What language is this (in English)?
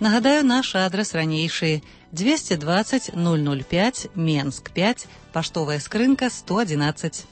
Belarusian